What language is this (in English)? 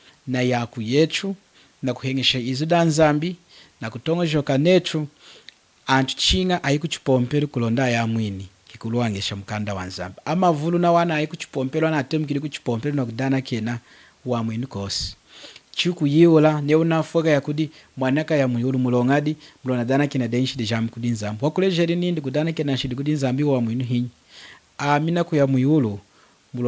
Lunda